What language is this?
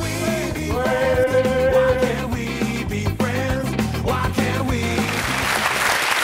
Basque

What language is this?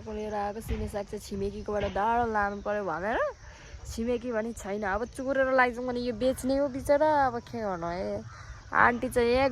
Nepali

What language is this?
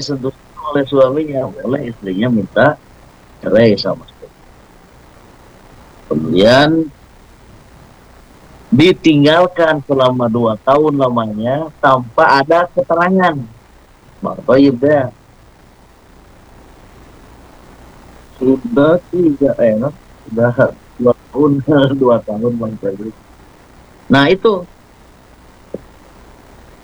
Indonesian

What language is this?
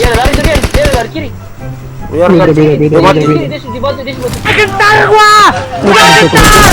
Ambonese Malay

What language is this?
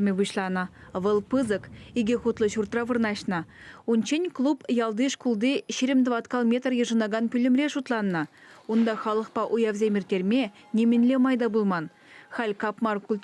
Chuvash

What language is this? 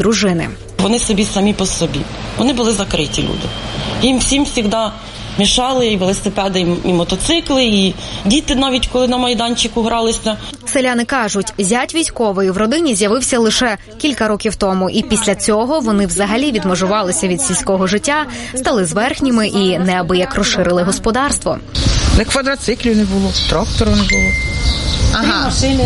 Ukrainian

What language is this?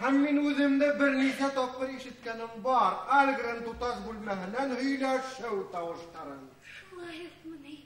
Bashkir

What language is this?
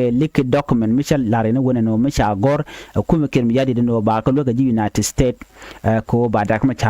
Nuer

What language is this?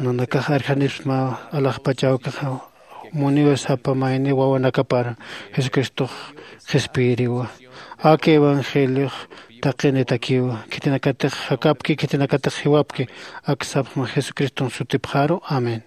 Aymara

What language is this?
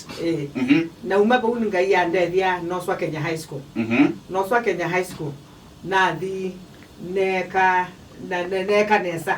Kamba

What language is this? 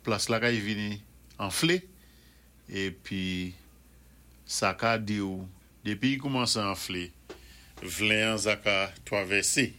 Saint Lucian Creole French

